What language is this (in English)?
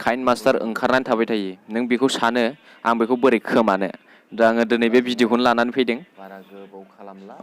Bodo